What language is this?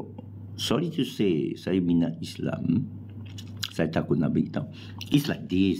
Malay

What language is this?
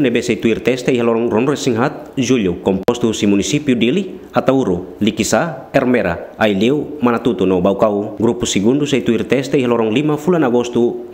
Tetum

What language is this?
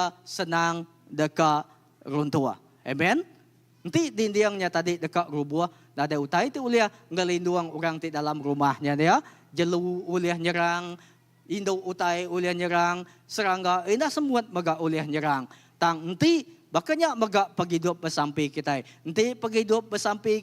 Iban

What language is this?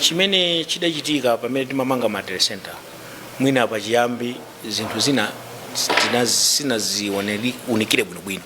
Nyanja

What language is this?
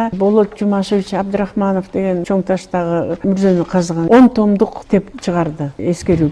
Kyrgyz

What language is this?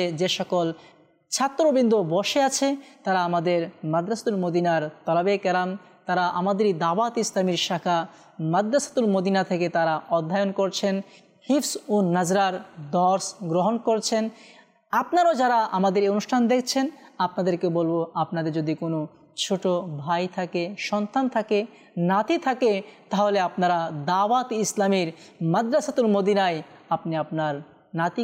Bangla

